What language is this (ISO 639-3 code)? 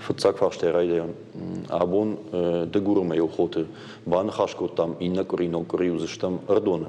oss